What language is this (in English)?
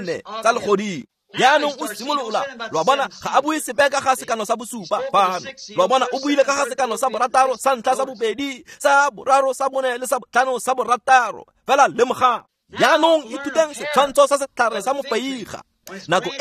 Tswana